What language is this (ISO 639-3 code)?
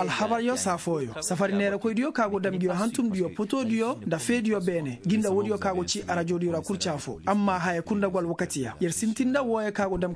ses